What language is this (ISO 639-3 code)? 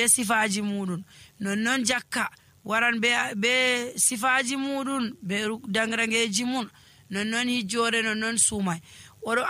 fuv